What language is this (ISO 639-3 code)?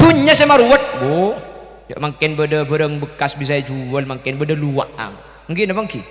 mad